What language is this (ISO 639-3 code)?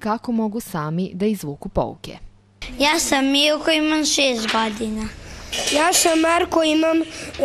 srp